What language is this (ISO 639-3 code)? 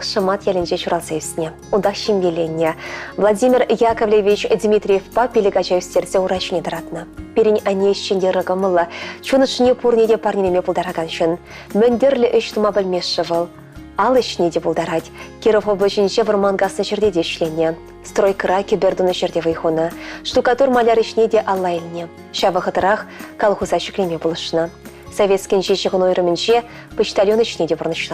chv